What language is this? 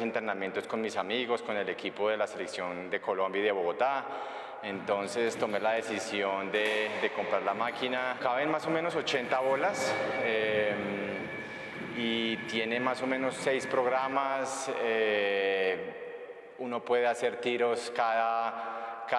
Spanish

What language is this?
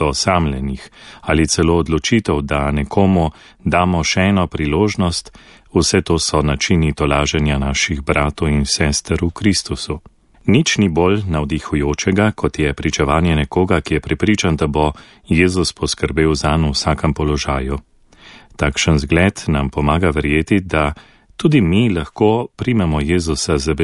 Slovenian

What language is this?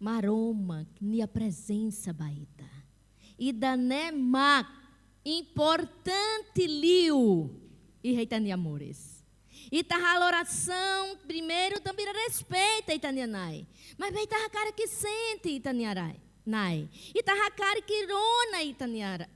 Tetum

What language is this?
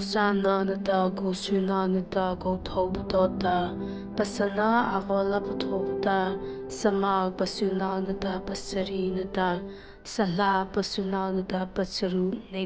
Mara Chin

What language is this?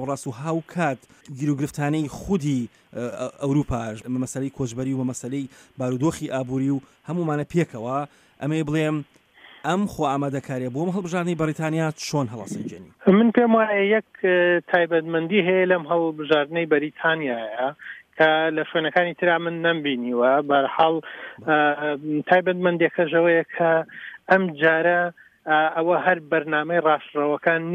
Central Kurdish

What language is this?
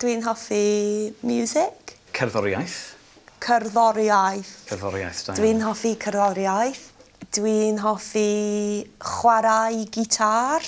Welsh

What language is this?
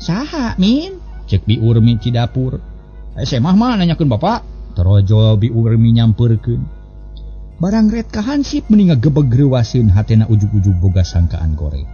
Sundanese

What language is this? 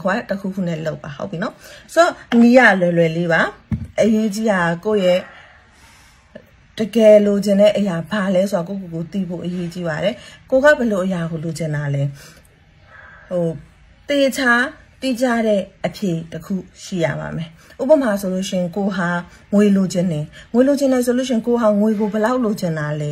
Burmese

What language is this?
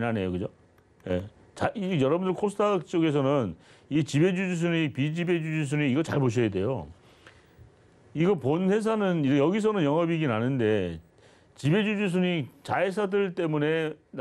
Korean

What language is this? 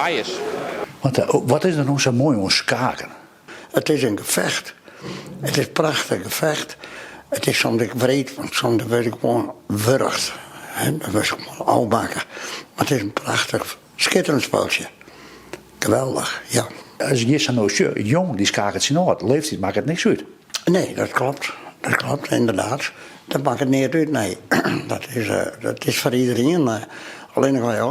Western Frisian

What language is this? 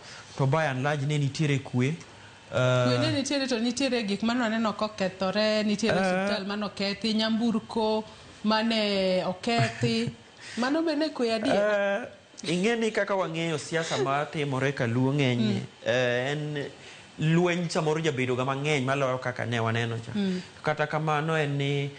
Luo (Kenya and Tanzania)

